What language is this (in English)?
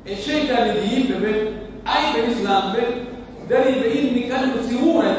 Pular